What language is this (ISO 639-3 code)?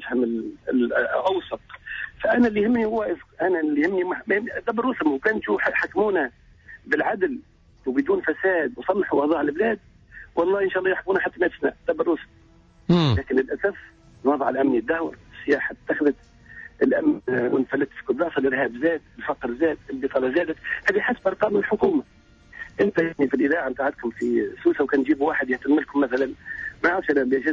aeb